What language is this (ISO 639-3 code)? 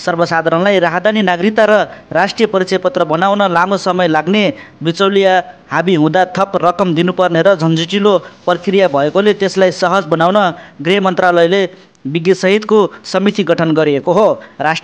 nep